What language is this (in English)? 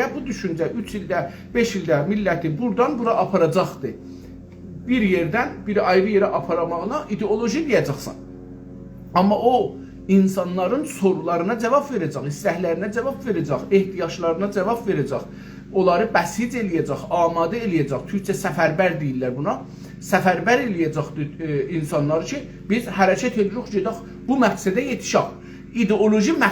South Azerbaijani